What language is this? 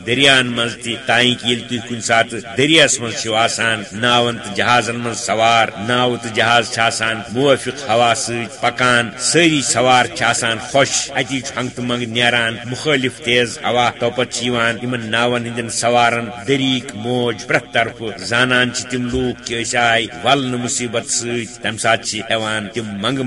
Kashmiri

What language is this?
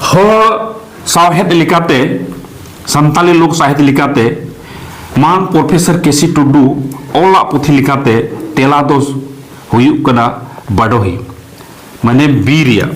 Santali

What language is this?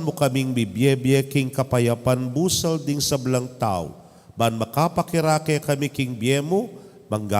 Pampanga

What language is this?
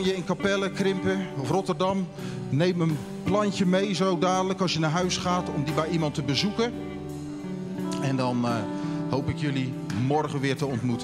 Dutch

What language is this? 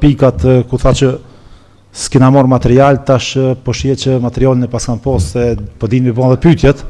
Albanian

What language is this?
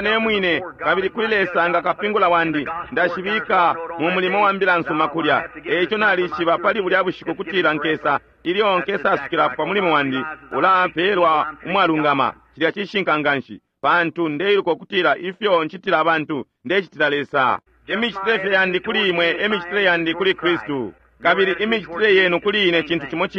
Bemba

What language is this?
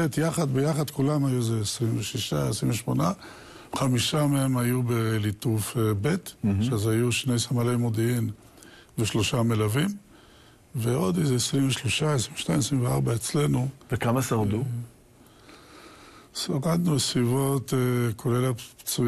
Hebrew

